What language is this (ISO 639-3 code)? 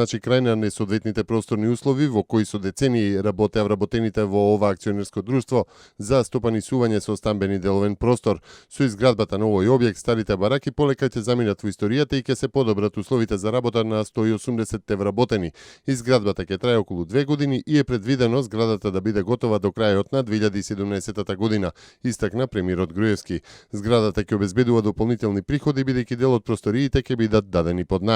mkd